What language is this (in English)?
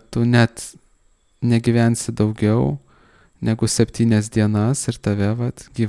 Lithuanian